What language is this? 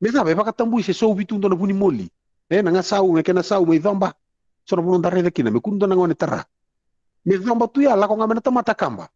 Fijian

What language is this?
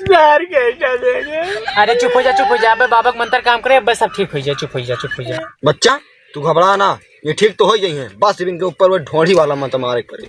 Awadhi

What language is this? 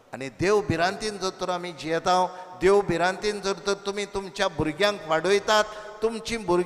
Konkani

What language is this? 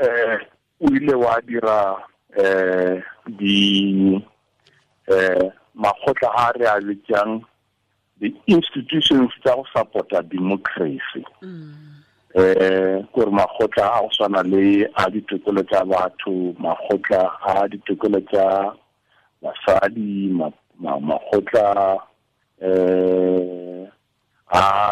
Tswana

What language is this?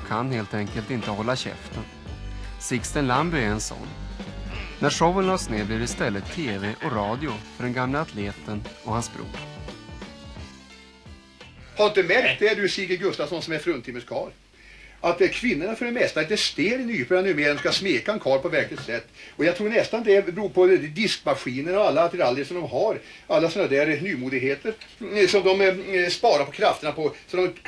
Swedish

